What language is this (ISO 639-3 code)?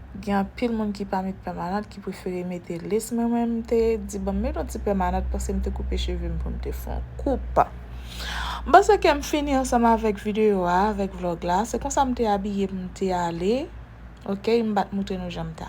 hat